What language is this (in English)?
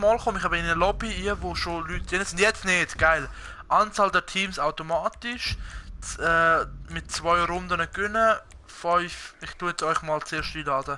Swiss German